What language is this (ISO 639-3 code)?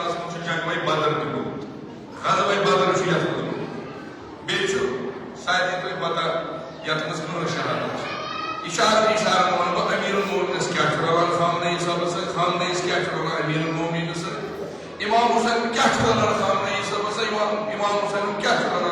kas